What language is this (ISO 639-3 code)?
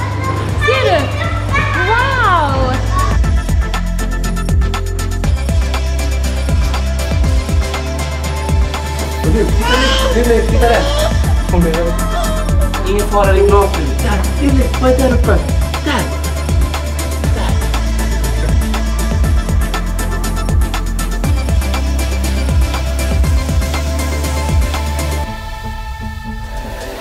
swe